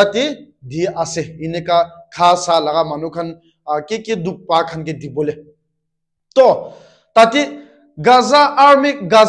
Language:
Naga Pidgin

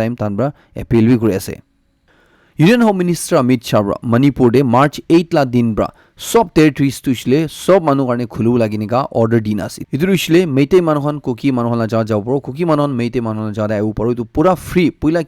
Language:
Naga Pidgin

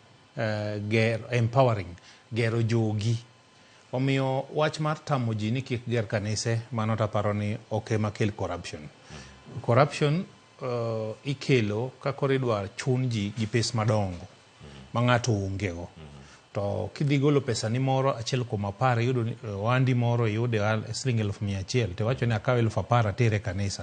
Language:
Luo (Kenya and Tanzania)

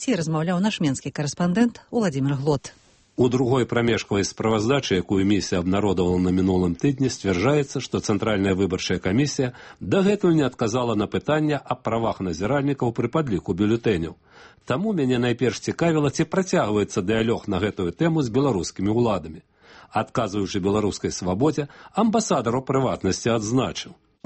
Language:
Belarusian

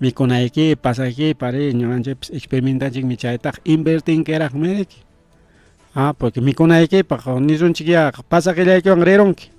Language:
Ayacucho Quechua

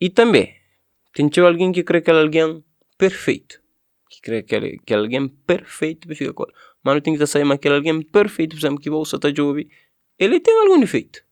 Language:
Kabuverdianu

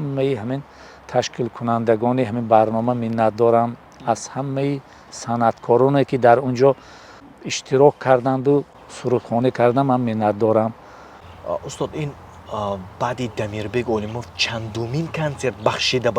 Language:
Tajik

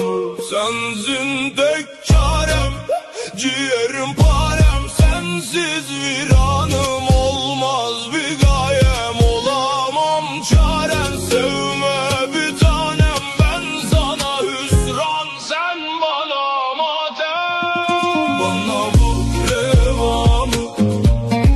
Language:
Turkish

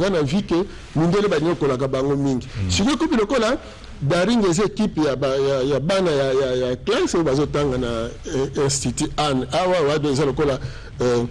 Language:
Lingala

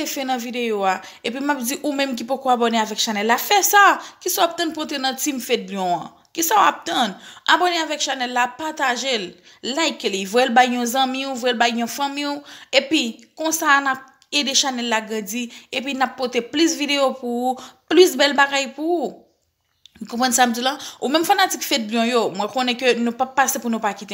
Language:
Haitian Creole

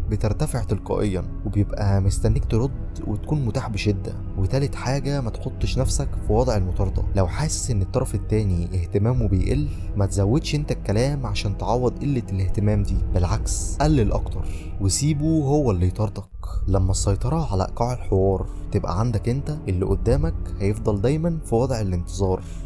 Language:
Egyptian Arabic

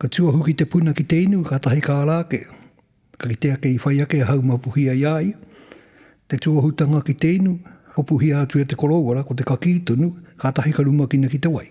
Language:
Māori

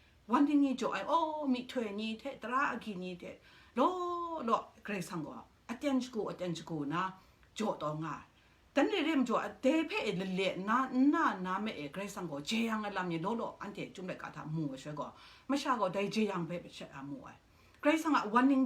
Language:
Kachin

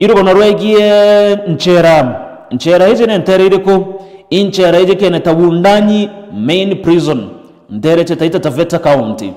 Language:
Meru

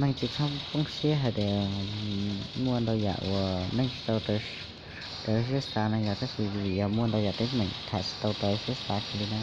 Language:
Hmong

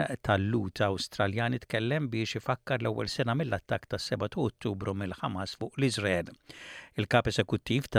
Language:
Maltese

